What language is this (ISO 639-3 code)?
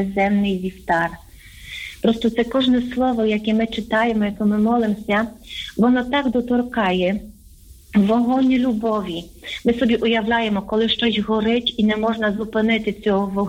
ukr